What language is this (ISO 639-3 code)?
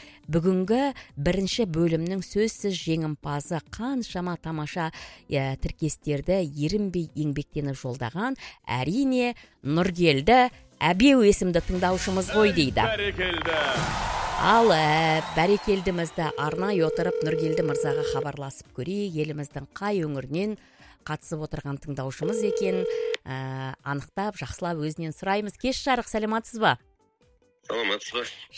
kaz